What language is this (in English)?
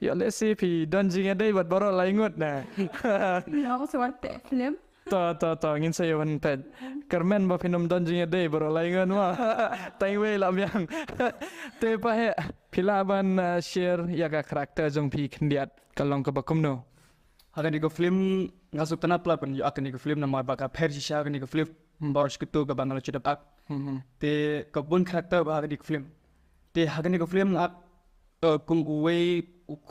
Khasi